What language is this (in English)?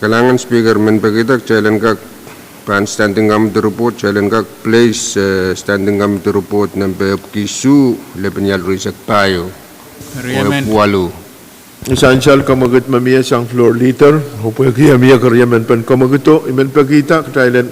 Pohnpeian